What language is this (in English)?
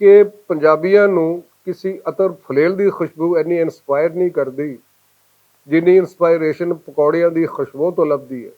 Western Panjabi